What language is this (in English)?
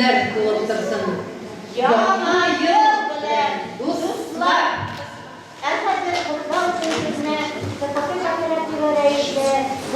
Bashkir